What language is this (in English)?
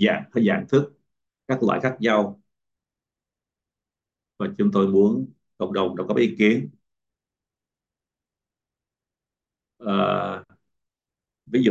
Vietnamese